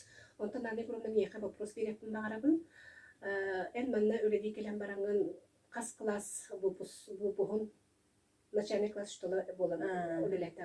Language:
Yakut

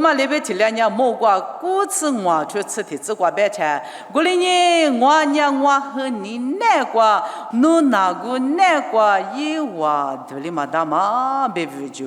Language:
Lisu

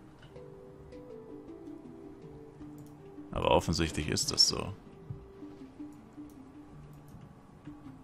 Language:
German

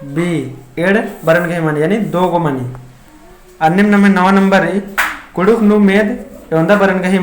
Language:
Kurukh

